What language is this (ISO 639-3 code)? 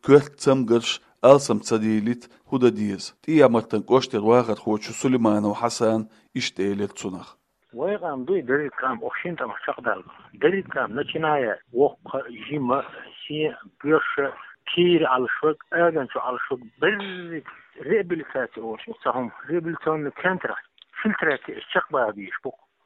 che